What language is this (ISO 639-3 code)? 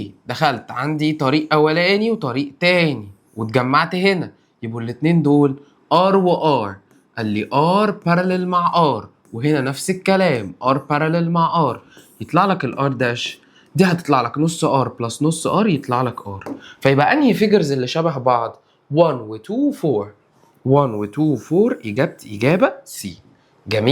arz